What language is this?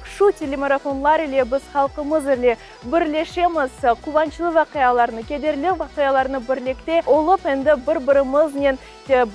Crimean Tatar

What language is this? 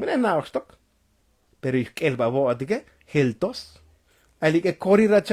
Tzotzil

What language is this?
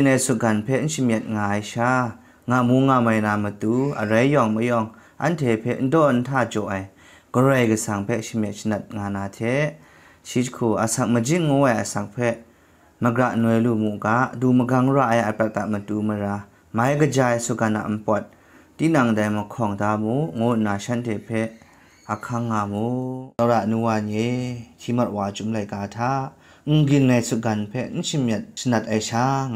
Kachin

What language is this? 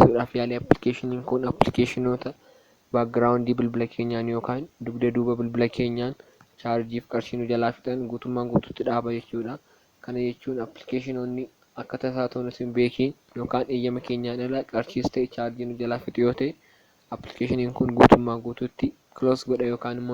Oromo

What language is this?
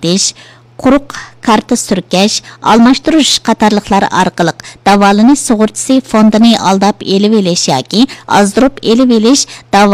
Uyghur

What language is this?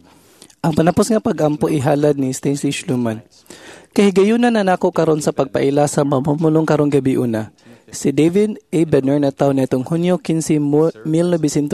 Cebuano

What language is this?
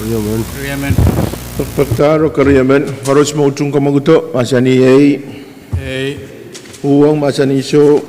Pohnpeian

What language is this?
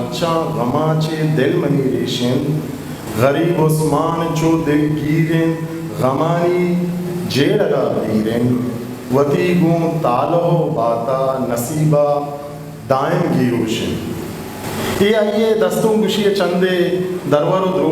Eastern Balochi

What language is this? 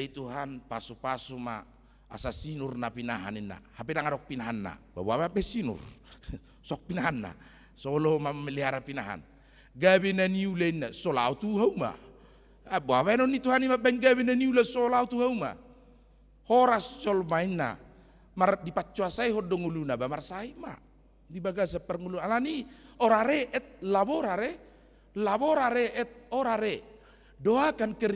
Batak Toba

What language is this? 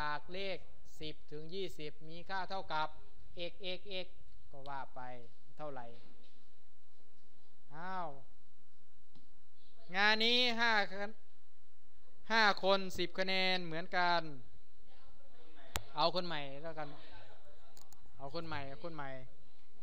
Thai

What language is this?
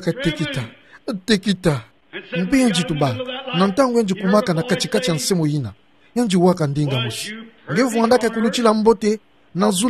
Kituba (Democratic Republic of Congo)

